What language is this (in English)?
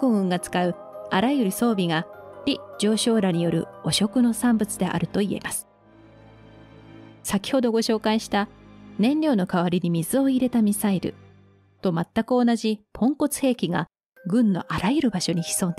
Japanese